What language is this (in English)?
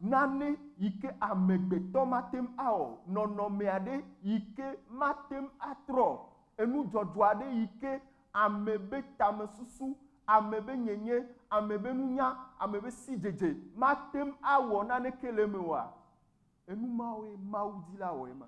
Ewe